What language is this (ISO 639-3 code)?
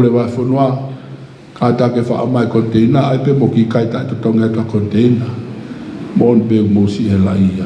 ton